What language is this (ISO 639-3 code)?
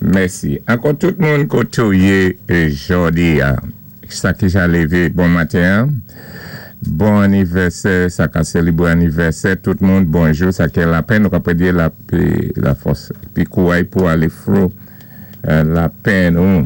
acf